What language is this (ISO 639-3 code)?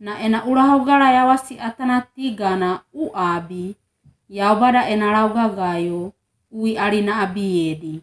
wgb